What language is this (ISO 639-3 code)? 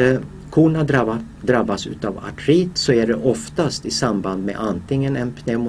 swe